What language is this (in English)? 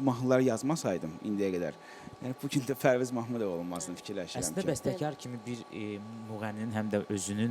Azerbaijani